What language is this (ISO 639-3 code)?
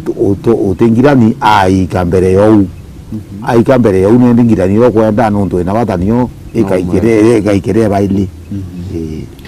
mer